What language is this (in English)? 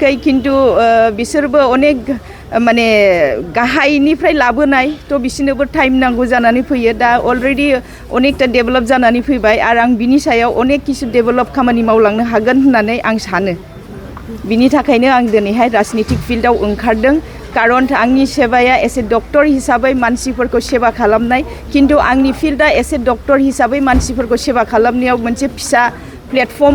Bodo